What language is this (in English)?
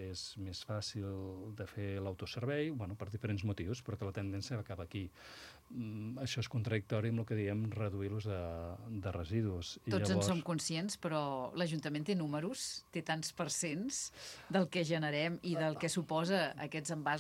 Catalan